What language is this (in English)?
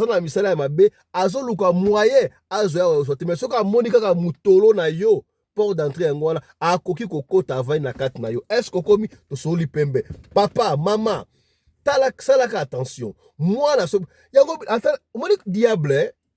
Lingala